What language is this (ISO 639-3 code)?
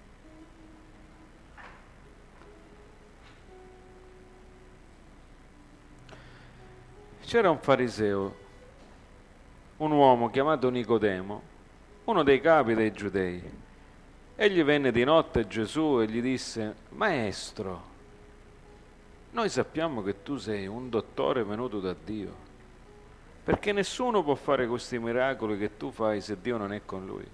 ita